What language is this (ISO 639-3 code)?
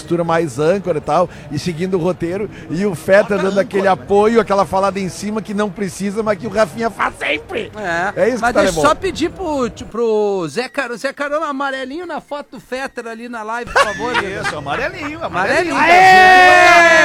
por